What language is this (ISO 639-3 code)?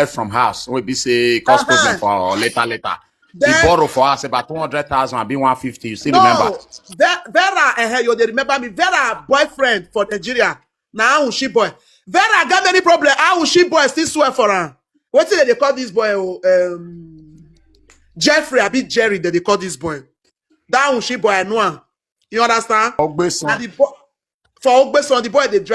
pcm